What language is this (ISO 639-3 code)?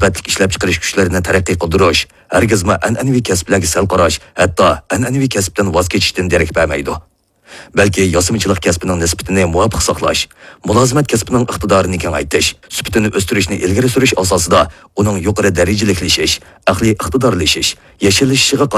uig